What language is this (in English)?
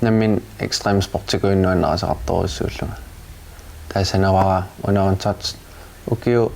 Kalaallisut